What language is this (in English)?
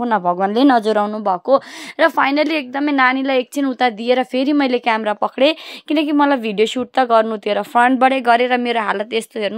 Nepali